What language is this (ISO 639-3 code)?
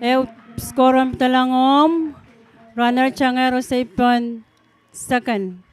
pon